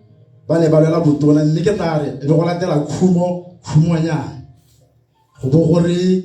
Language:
Tswana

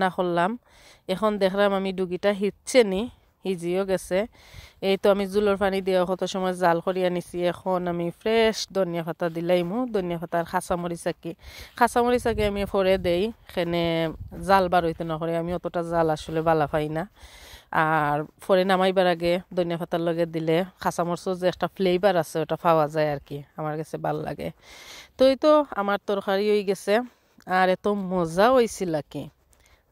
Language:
Sylheti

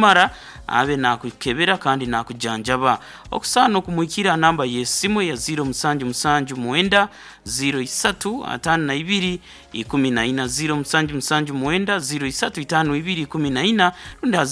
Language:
Nyankole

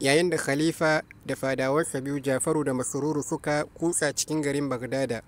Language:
Hausa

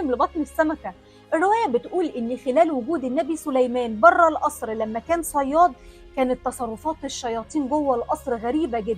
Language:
Egyptian Arabic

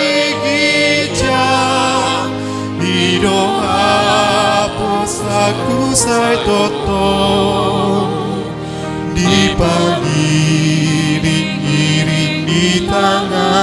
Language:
Batak Toba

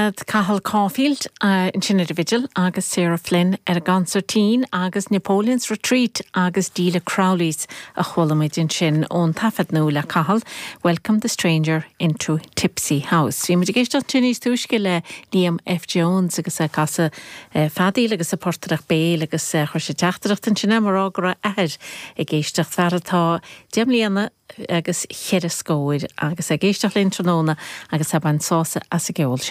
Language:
Irish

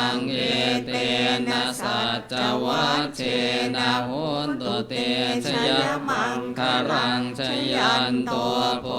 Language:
Pali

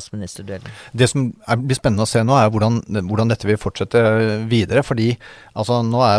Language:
Norwegian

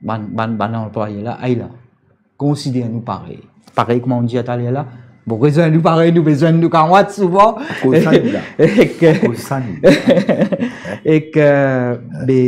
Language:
Morisyen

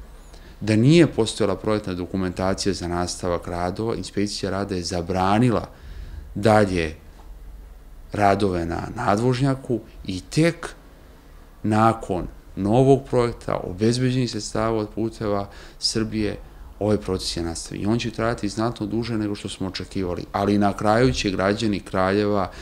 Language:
Serbian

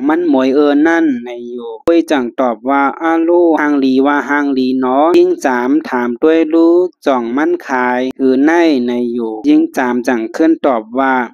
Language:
Shan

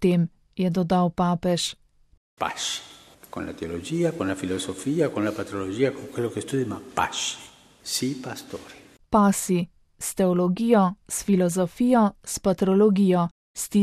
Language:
Slovenian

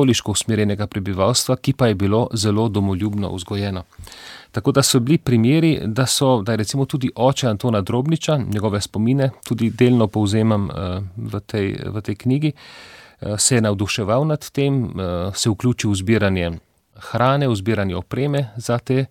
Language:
Slovenian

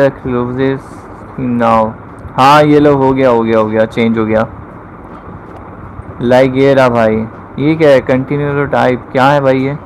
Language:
Hindi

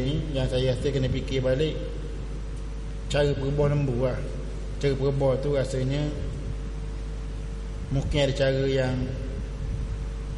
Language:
Malay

